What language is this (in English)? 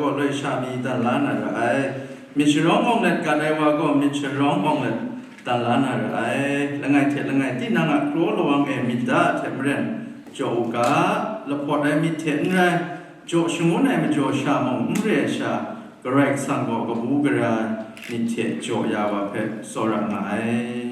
Kachin